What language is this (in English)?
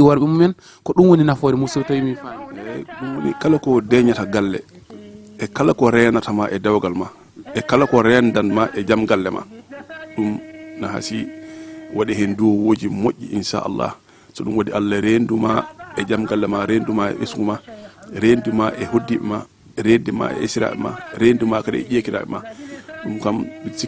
Fula